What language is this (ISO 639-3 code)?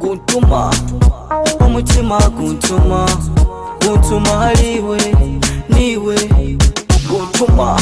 nyo